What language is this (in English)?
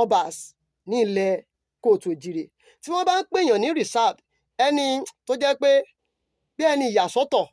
Yoruba